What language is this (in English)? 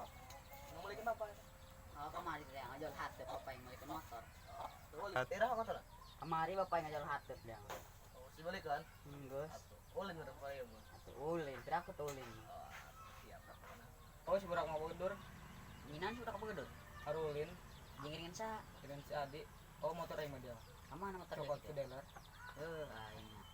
Sundanese